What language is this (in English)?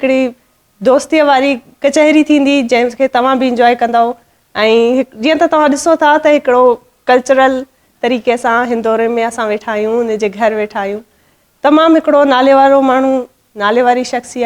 Sindhi